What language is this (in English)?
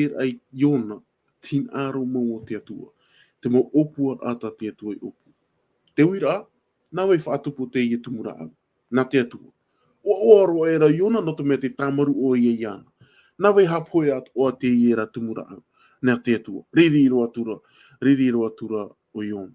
Tahitian